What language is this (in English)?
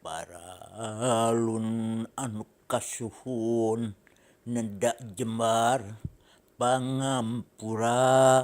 Sundanese